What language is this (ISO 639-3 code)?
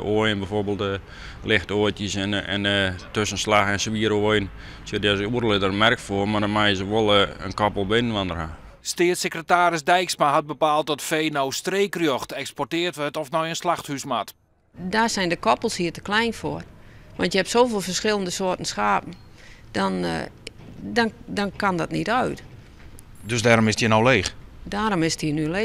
fry